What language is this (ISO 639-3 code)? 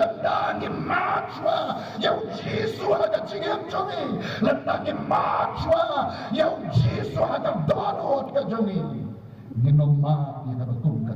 kha